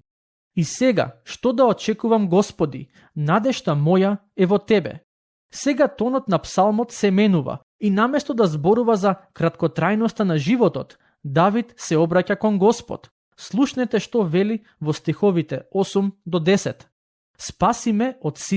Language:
Macedonian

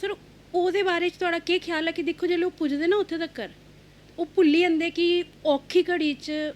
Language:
Dogri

